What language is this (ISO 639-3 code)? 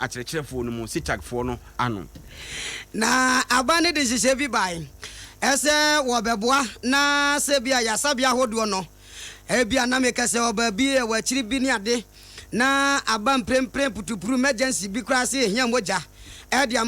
aka